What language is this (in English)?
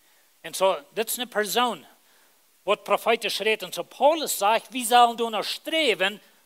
Plautdietsch